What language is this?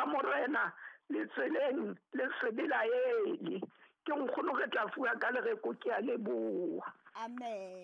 Southern Sotho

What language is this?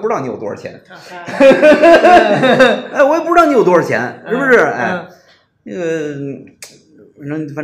Chinese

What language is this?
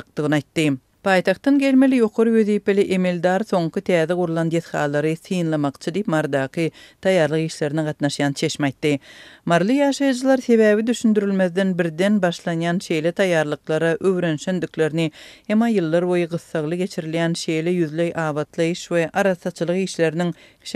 Turkmen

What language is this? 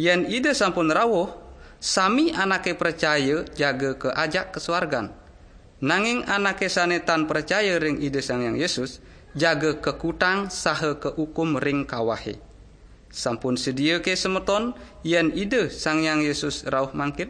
Balinese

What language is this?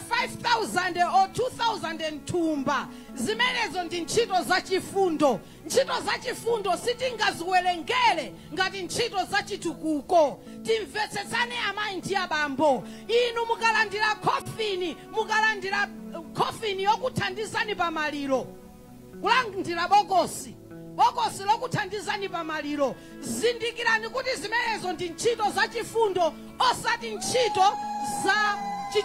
Nyanja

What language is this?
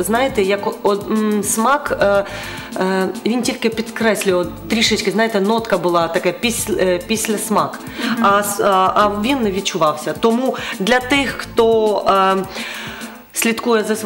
Ukrainian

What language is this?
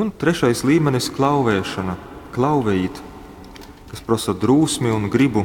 Latgalian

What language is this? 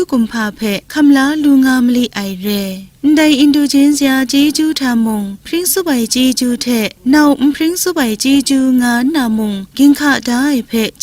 Kachin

